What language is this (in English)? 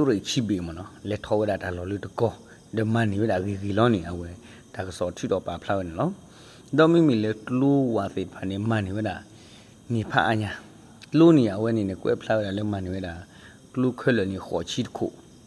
S'gaw Karen